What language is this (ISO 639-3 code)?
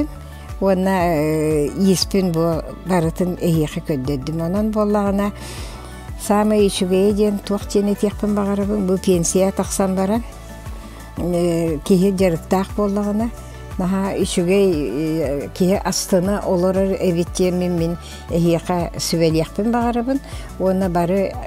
sah